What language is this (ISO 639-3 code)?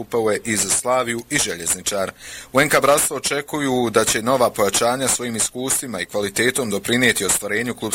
bos